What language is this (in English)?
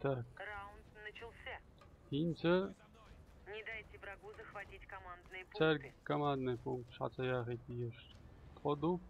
Chechen